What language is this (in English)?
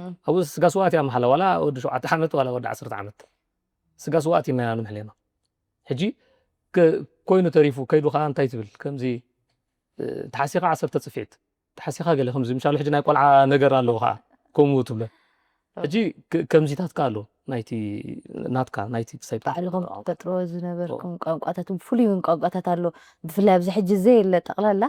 Tigrinya